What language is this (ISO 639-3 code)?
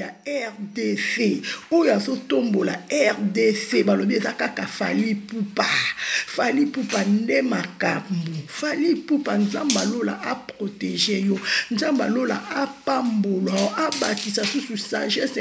lin